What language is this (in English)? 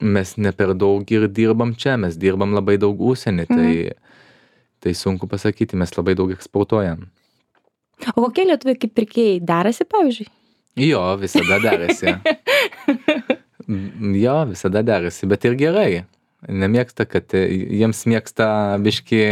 Lithuanian